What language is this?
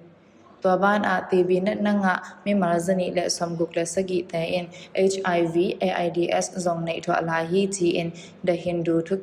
Tedim Chin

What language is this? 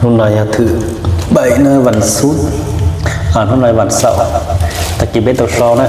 Hmong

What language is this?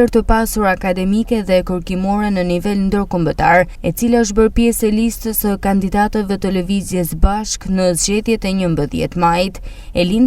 Albanian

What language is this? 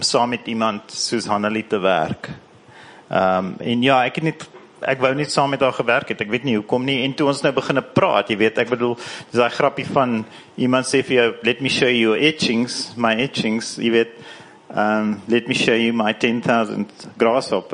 Afrikaans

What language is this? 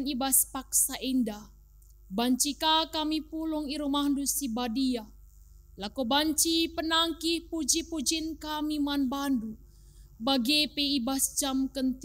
Batak Karo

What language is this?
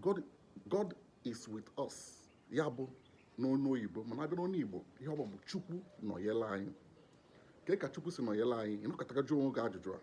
Igbo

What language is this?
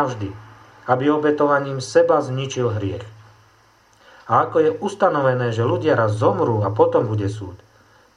Slovak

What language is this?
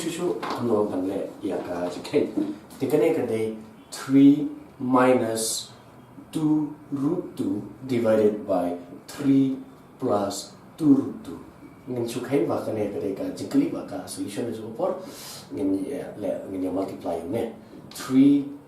Khasi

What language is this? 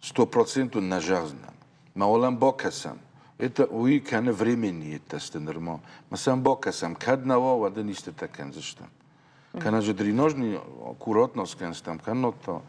Ossetic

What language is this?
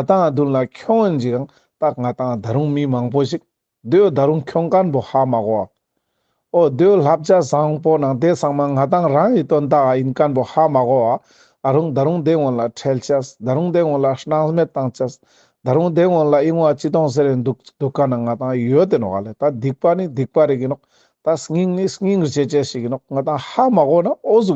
Ladakhi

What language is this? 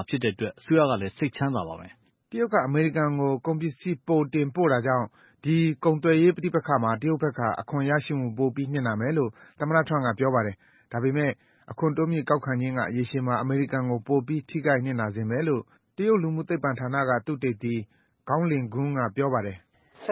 Burmese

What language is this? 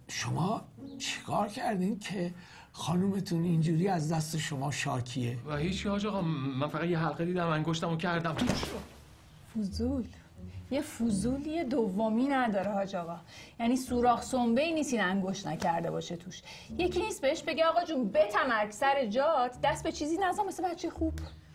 Persian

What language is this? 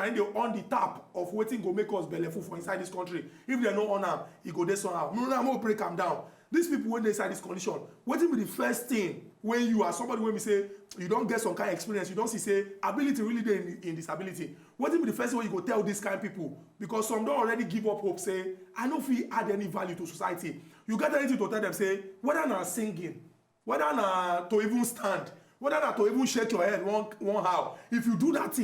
Nigerian Pidgin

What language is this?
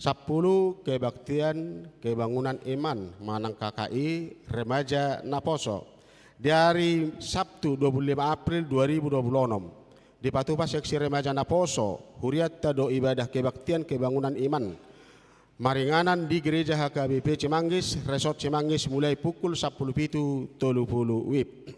Batak Toba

